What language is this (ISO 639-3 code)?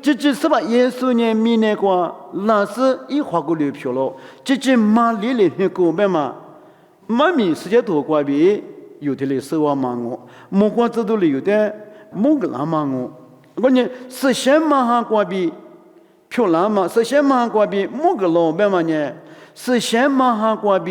lis